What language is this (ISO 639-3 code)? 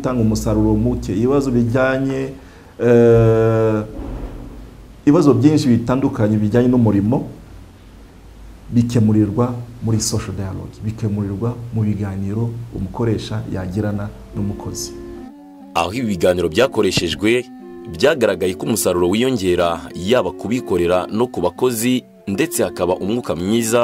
kin